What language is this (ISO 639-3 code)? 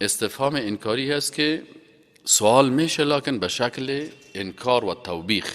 fas